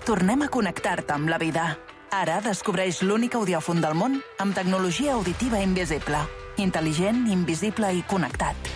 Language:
Catalan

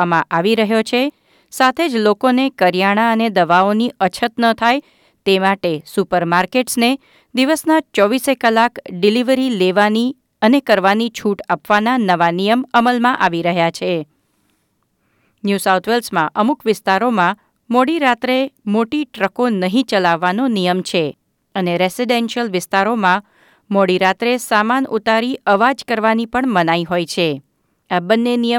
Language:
Gujarati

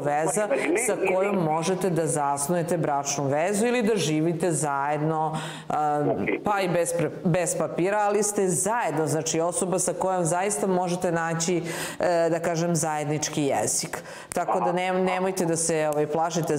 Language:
Serbian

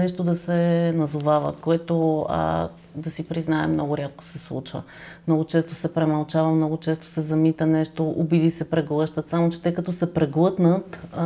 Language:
Bulgarian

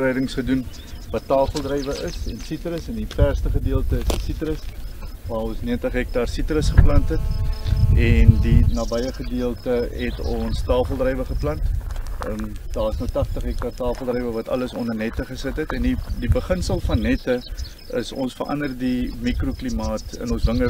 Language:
Afrikaans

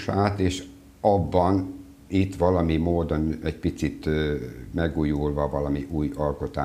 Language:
Hungarian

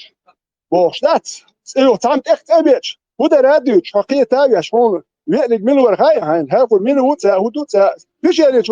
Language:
Chechen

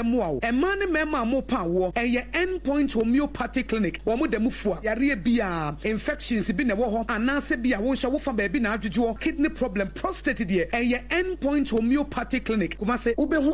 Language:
Akan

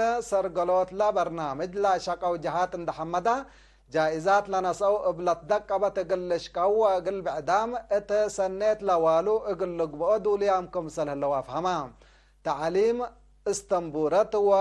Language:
Tigre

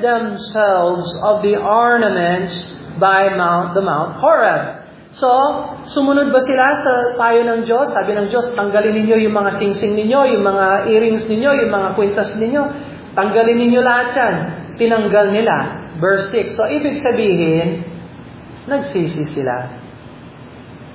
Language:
Filipino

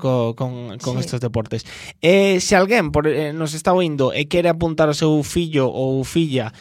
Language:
Galician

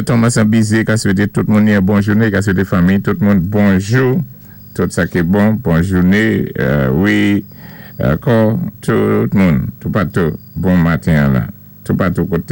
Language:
Saint Lucian Creole French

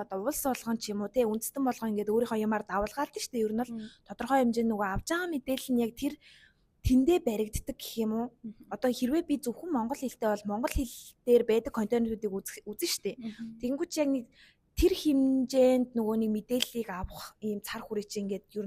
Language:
Mongolian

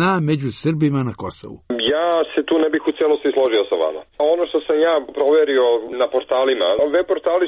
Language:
Serbian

